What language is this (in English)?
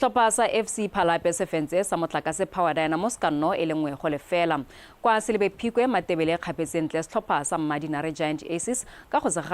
Tswana